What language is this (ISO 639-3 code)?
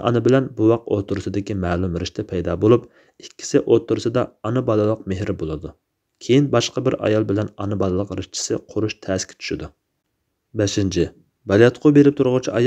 uig